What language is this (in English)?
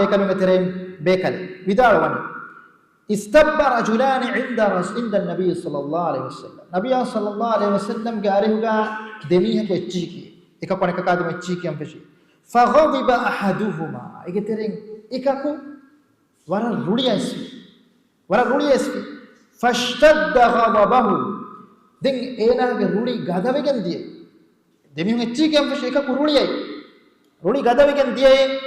Divehi